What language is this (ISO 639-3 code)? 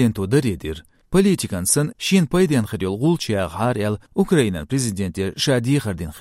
che